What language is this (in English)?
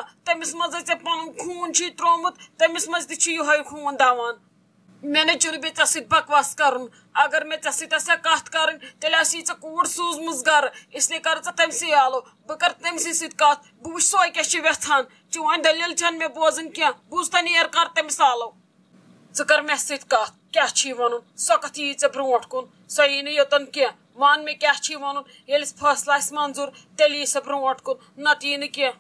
Kashmiri